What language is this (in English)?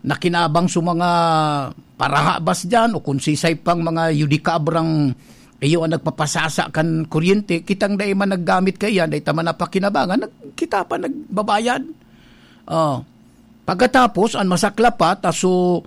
Bikol